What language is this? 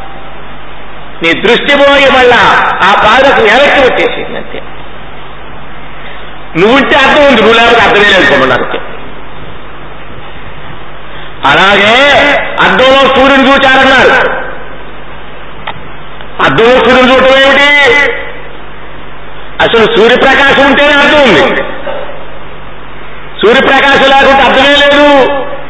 Telugu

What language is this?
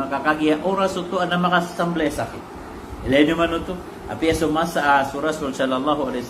Maranao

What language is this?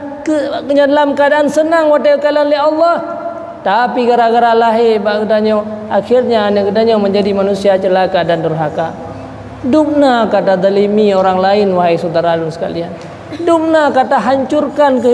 Achinese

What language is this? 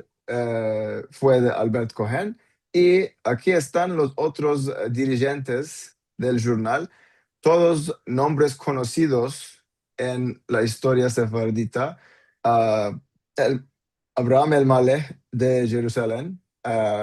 Ladino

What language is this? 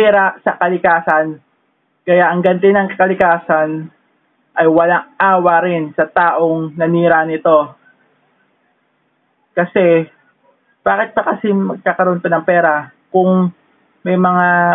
Filipino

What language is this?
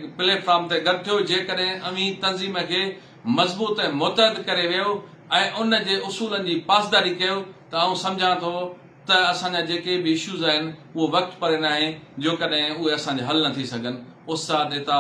Sindhi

